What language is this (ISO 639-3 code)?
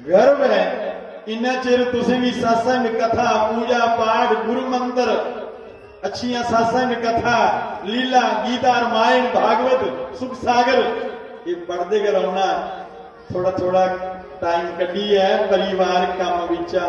doi